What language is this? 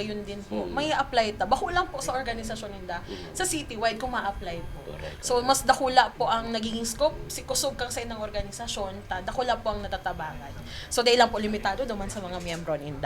Bikol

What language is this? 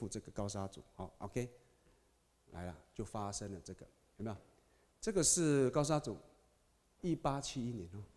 Chinese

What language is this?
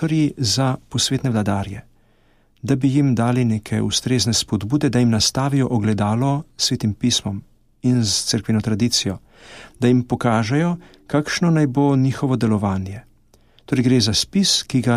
Slovenian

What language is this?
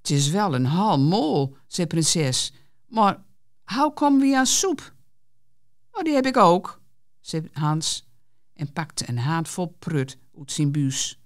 Gronings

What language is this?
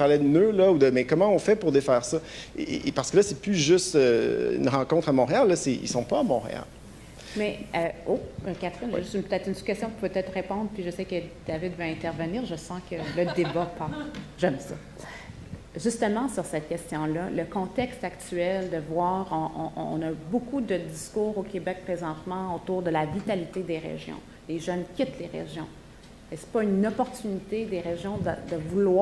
French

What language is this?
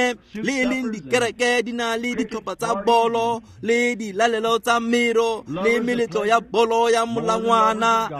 Tswana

